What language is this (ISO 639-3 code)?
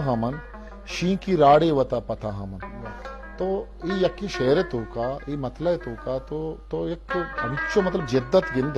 bgp